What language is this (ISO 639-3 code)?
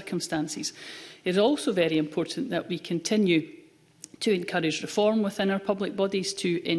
eng